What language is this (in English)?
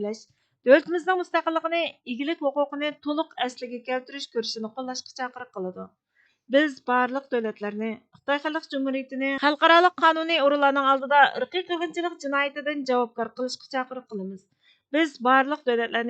Uyghur